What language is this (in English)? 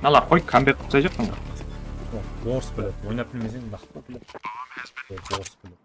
Kara-Kalpak